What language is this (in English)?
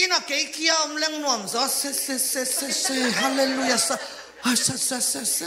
Tedim Chin